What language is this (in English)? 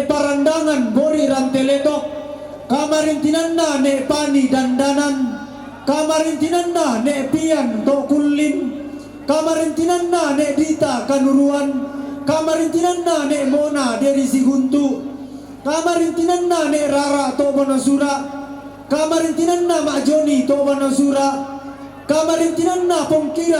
Toraja-Sa'dan